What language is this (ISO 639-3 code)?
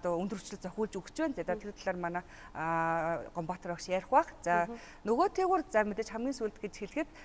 mon